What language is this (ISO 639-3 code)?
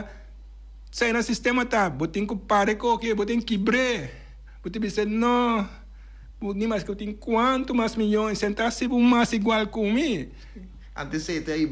pap